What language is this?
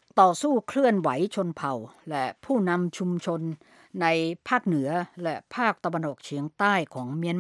Thai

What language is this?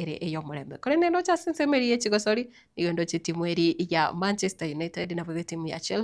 Gusii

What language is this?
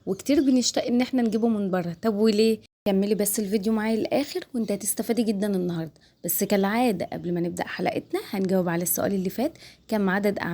Egyptian Arabic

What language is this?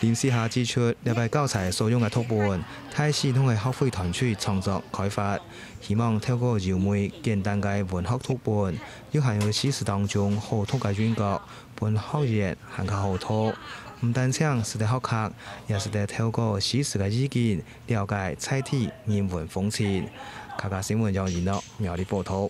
Hakka Chinese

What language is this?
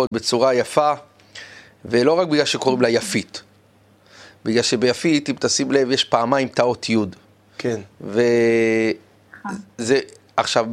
Hebrew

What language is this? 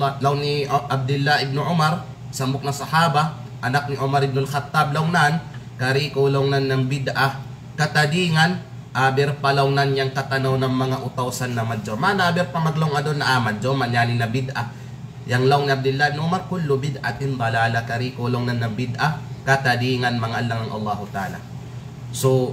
Kalagan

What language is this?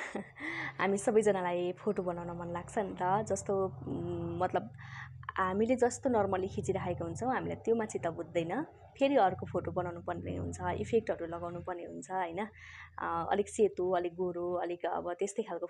Nepali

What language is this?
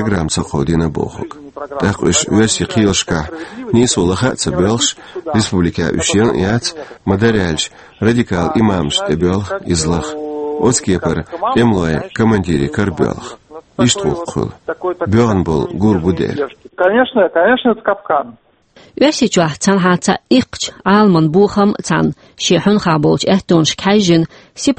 Chechen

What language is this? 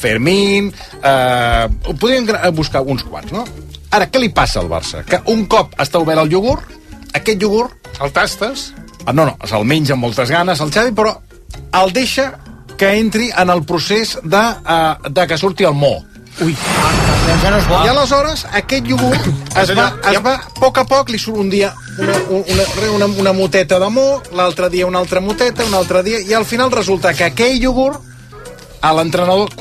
Catalan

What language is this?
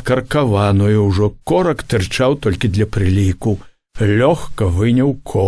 Belarusian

